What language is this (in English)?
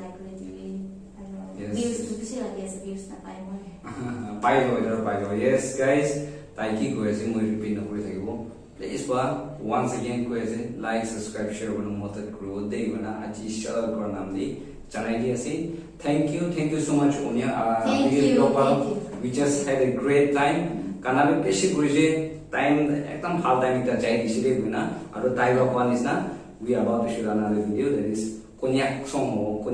Naga Pidgin